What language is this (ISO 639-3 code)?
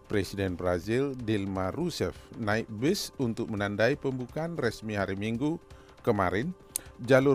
ind